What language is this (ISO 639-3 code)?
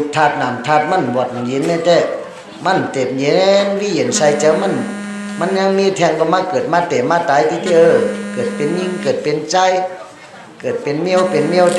shn